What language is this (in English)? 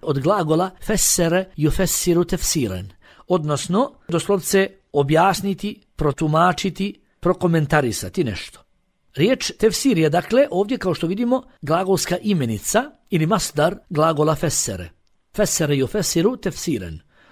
Bosnian